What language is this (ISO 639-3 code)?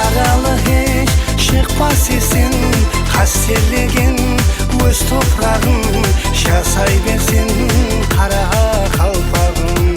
kaa